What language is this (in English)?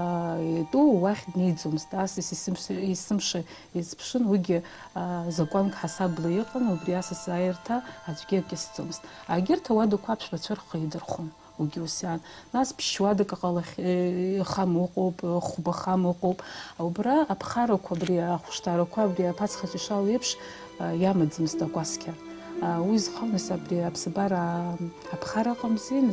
Abkhazian